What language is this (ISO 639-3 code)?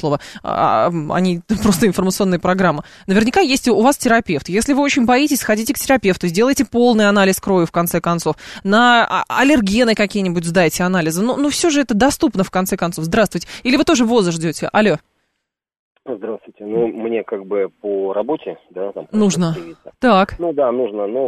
rus